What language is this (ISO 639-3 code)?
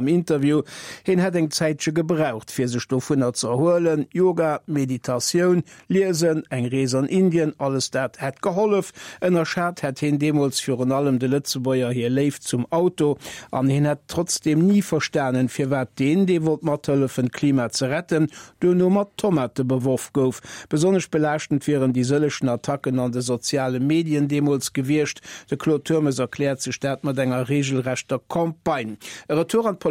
ltz